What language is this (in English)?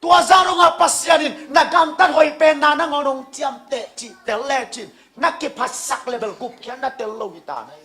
Tedim Chin